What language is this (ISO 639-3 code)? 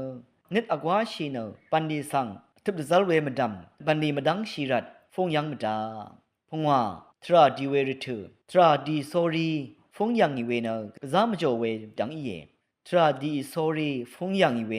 raw